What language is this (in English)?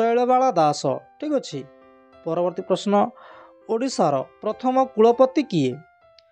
Odia